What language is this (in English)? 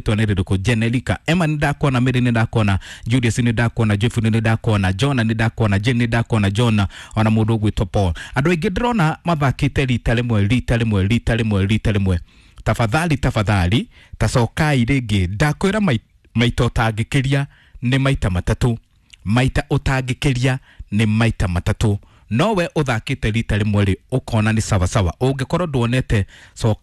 Kikuyu